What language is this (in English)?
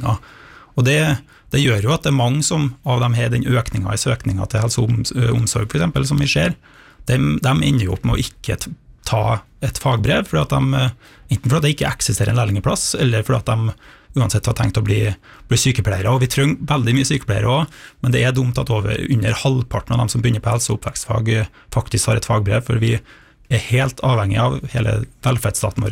Norwegian